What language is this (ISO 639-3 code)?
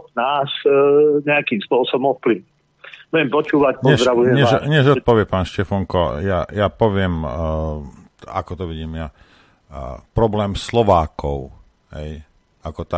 slk